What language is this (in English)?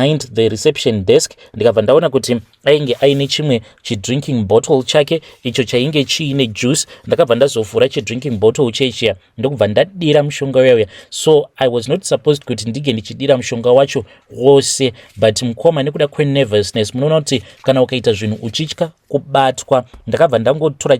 Shona